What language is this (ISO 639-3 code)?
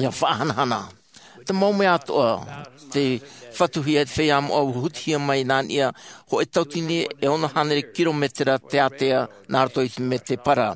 tah